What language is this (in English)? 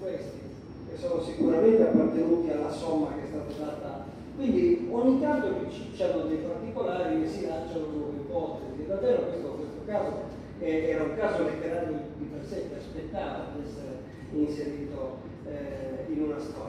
Italian